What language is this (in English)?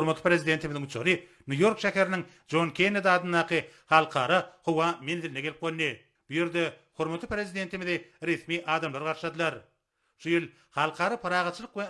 Turkmen